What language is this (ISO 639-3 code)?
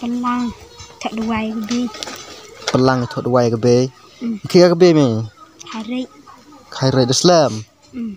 kha